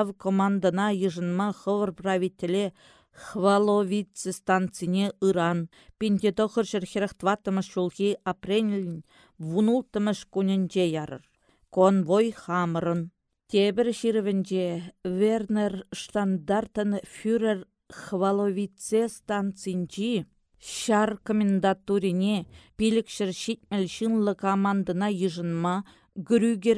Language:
Chuvash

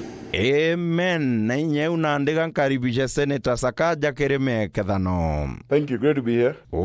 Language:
Meru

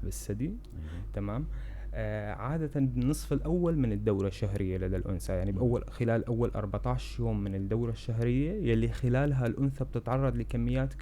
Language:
North Levantine Arabic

